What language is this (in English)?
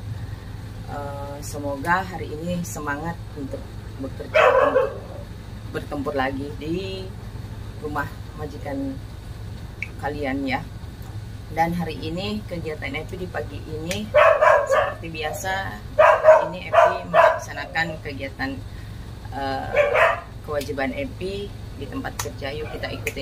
Indonesian